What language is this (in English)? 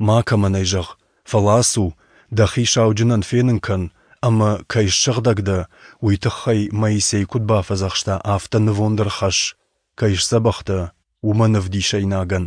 Ossetic